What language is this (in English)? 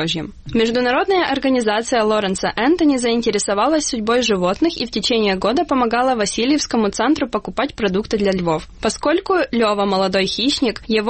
Russian